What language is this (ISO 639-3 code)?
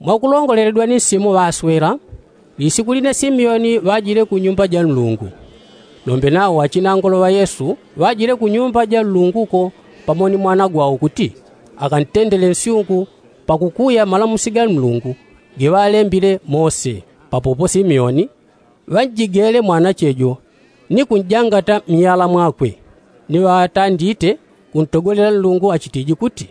yao